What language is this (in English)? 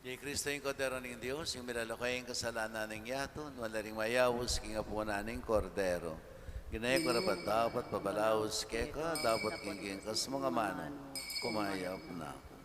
Pampanga